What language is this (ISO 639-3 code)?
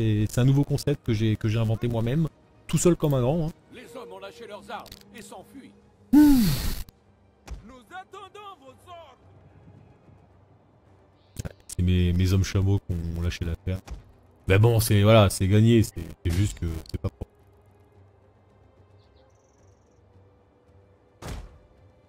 fra